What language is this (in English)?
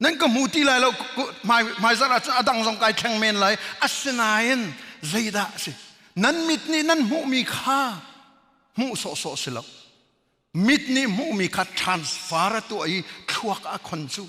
Hakha Chin